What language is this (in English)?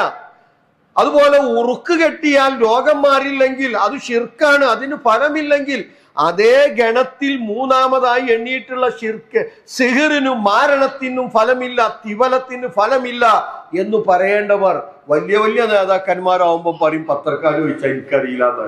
Malayalam